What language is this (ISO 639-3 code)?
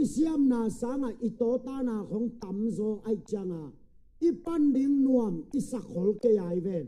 ctd